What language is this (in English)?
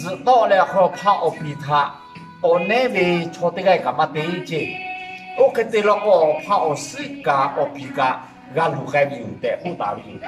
Lahu